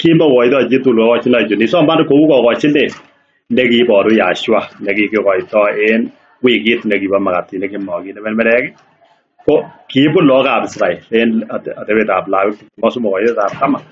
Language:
Kalenjin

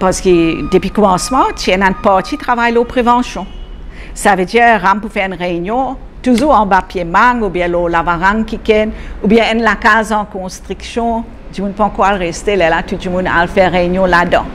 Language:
Morisyen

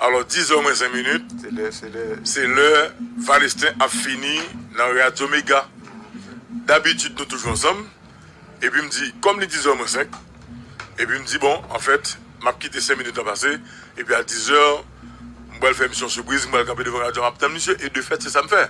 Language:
Haitian Creole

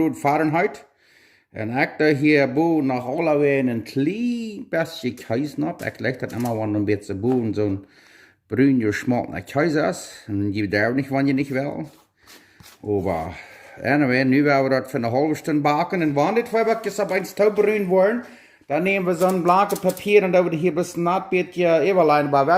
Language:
Plautdietsch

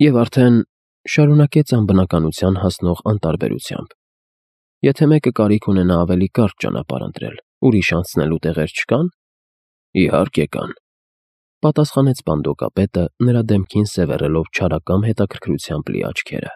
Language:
Armenian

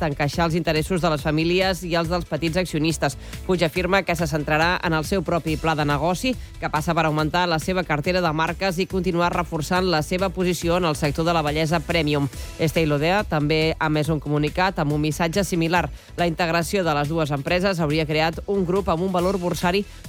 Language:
Catalan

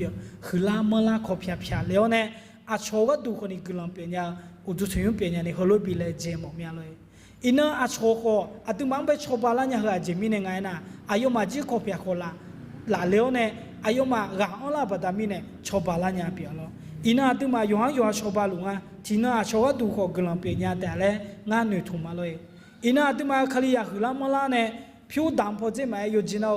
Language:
Akha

